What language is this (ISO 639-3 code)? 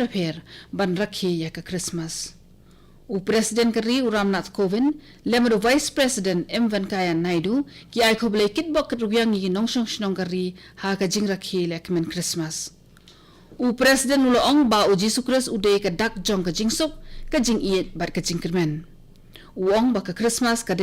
kha